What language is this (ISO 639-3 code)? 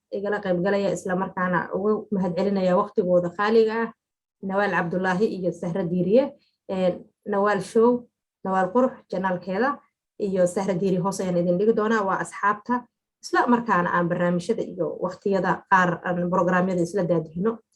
som